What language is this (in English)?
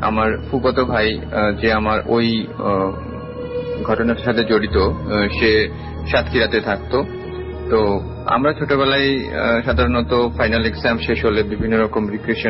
Bangla